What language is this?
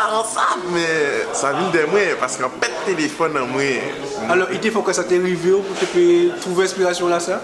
Guadeloupean Creole French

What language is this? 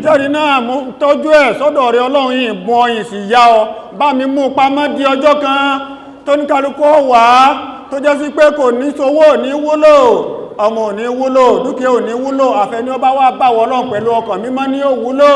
Yoruba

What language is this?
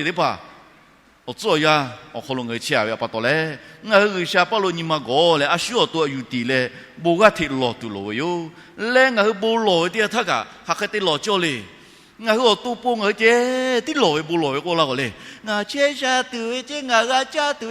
Lahu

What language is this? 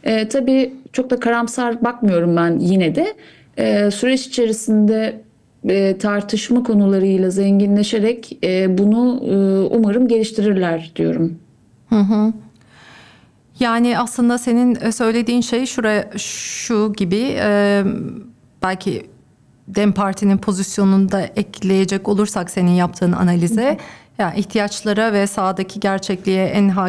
Turkish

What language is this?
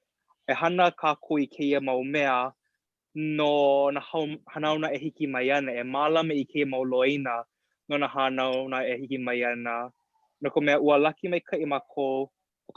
Hawaiian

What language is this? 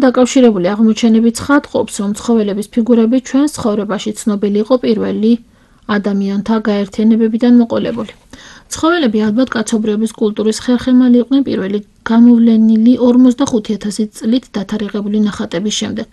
Georgian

